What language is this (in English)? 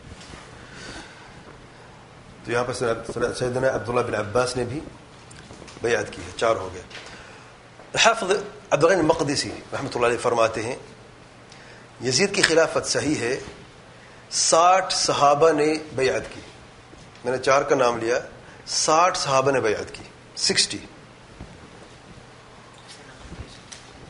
Urdu